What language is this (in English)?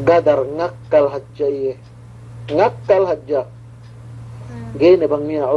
Yakan